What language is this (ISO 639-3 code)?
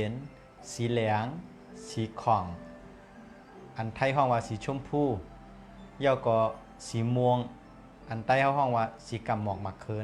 shn